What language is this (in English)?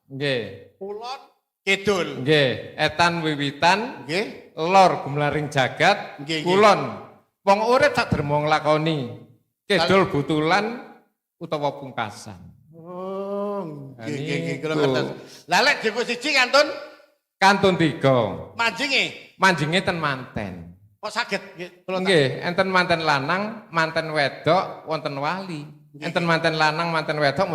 Javanese